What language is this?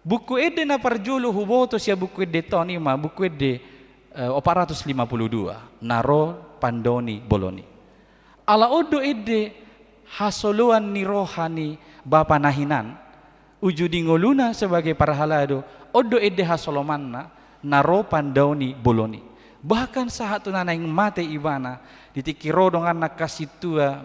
Batak Toba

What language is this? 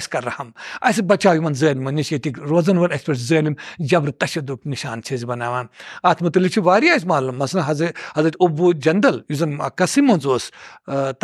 Kashmiri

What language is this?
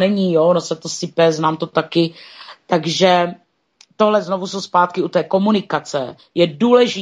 Czech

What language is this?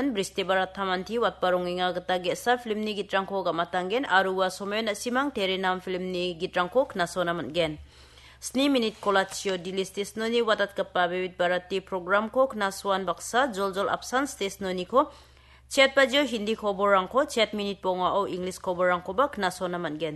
Garo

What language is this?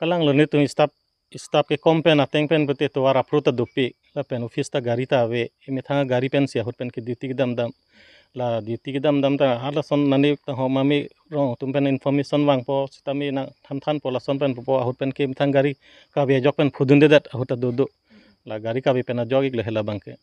Karbi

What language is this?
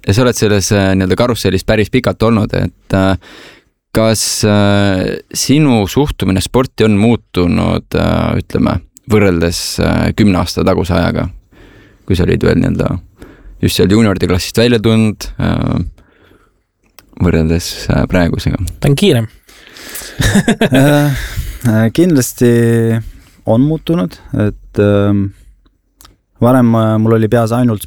Estonian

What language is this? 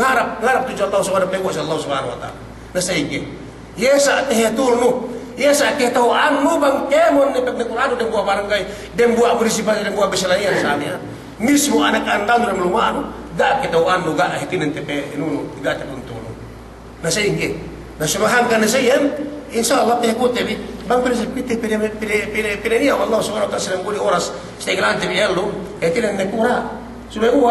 Yakan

